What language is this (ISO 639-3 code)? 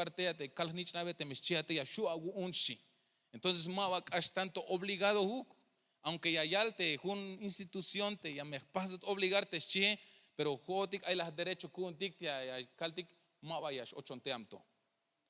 tzh